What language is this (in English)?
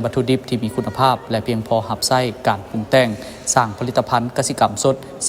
Lao